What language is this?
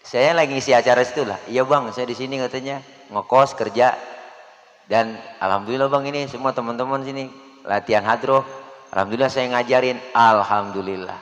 Betawi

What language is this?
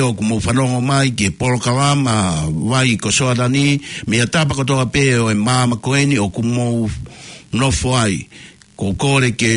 Tongan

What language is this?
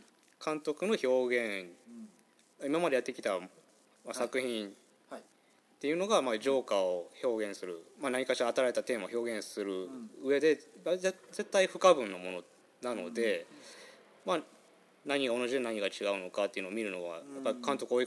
Japanese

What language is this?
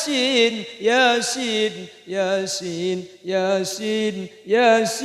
Madurese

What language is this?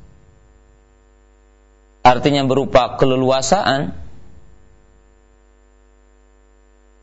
Indonesian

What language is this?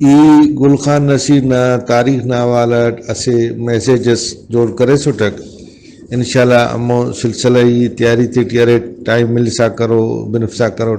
Brahui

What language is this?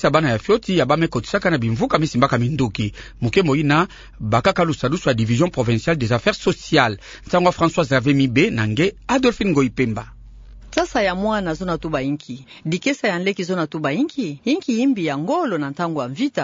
Kituba (Democratic Republic of Congo)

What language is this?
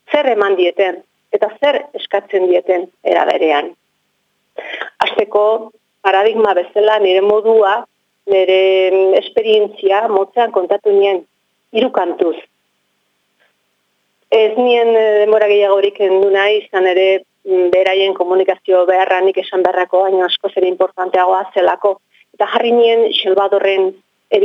Basque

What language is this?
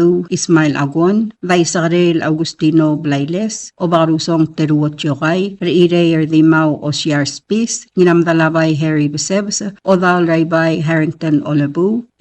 Palauan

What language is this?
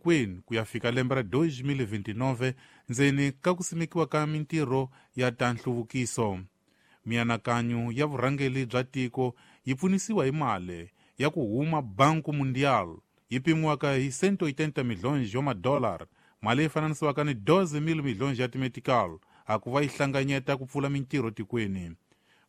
Tsonga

